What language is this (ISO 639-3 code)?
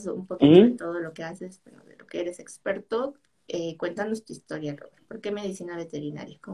spa